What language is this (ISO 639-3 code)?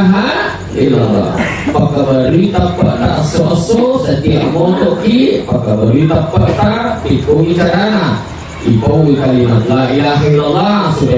bug